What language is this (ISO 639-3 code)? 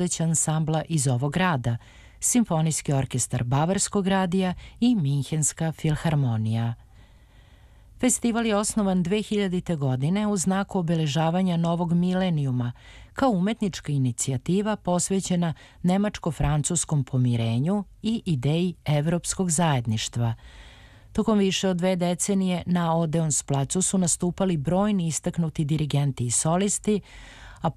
srp